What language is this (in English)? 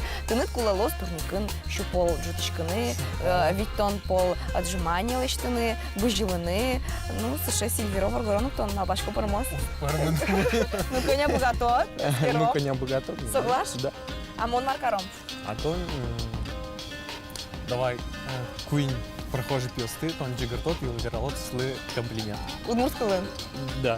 Udmurt